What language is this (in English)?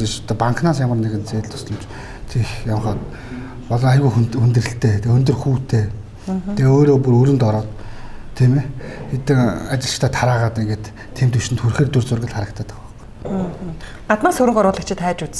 Mongolian